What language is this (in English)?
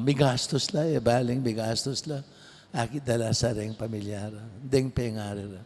Pampanga